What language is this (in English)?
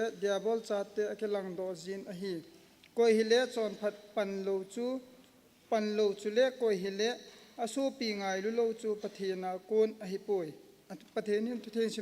Thado Chin